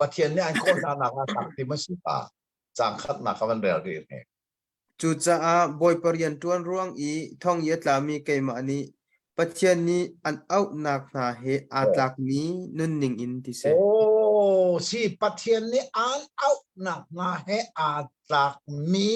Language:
Hakha Chin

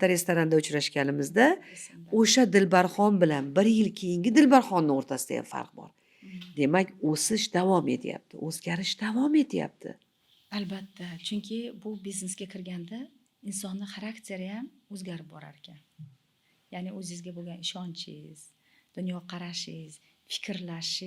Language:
Uzbek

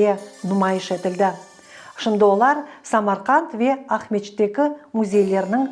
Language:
Crimean Tatar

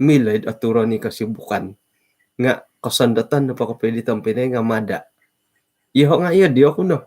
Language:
Central Dusun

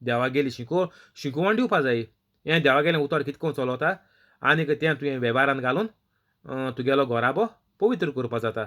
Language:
Konkani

